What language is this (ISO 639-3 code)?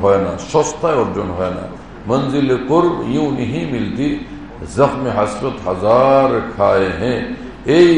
ben